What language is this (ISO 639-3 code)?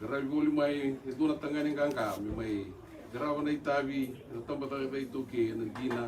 fij